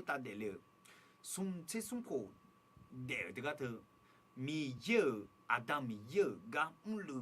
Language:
Akha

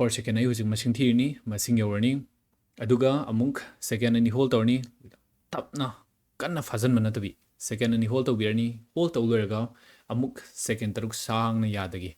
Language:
Manipuri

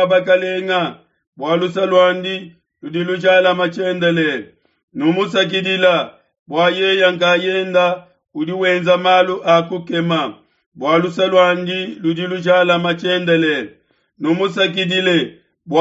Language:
Luba-Lulua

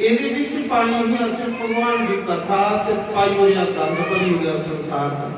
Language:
Dogri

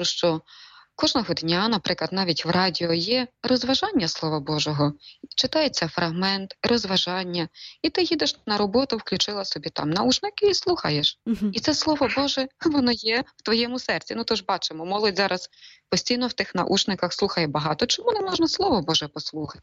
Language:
Ukrainian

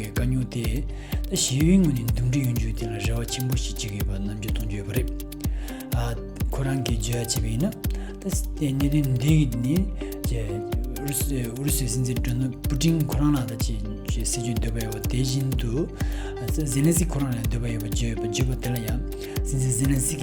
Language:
Tibetan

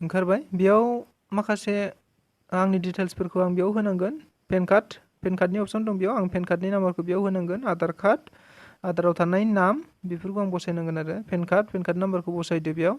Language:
Bodo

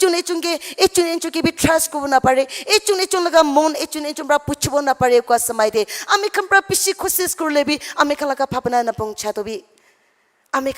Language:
Naga Pidgin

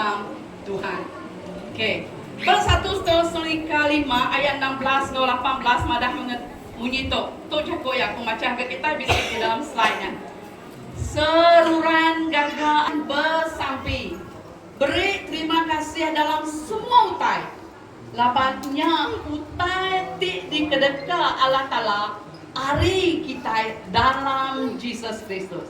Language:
Iban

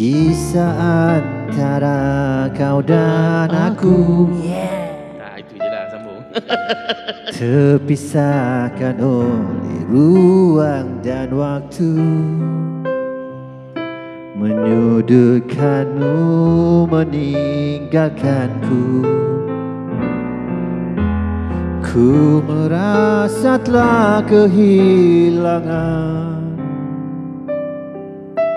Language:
Malay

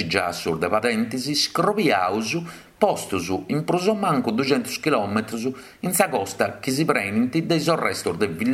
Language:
Sardinian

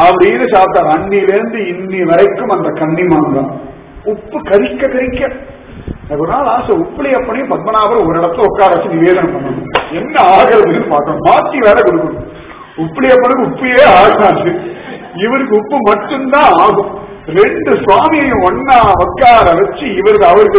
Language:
Tamil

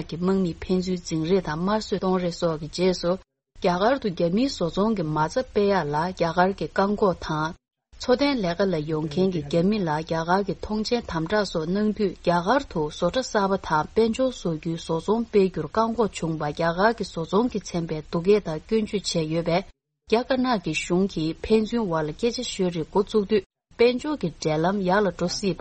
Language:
Tibetan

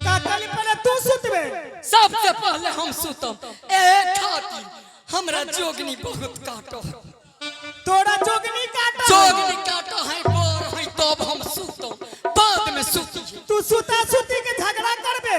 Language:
Angika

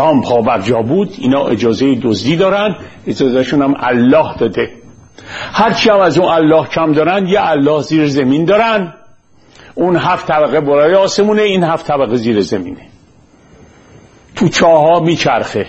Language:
Persian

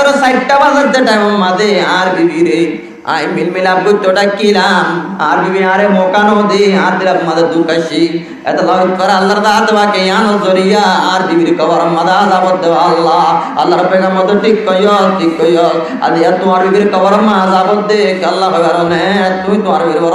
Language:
Rohingya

